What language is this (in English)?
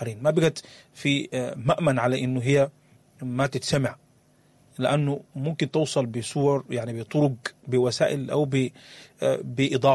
Sudanese Arabic